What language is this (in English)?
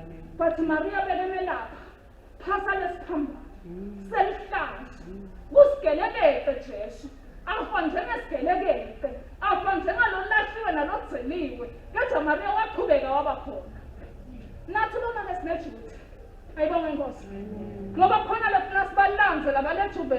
Swati